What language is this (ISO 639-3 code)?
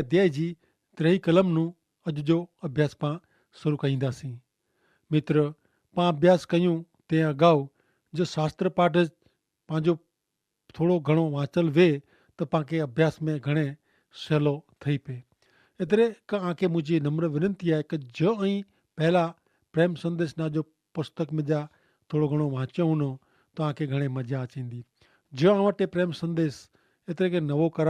kfr